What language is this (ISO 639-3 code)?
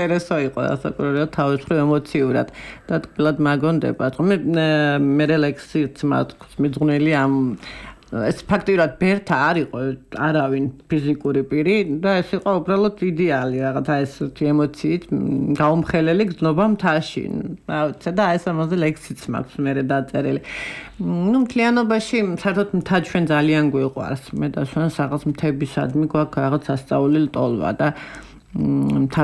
kat